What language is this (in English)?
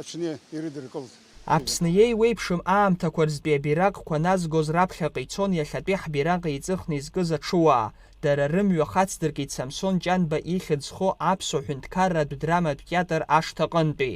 Abkhazian